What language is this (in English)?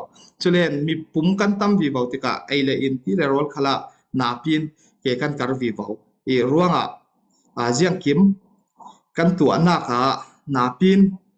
Falam Chin